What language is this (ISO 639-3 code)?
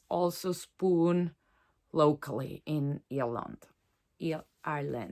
gsw